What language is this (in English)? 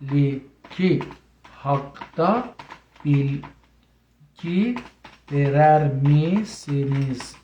South Azerbaijani